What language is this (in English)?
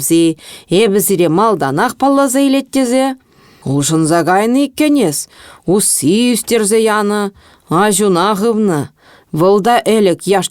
Chuvash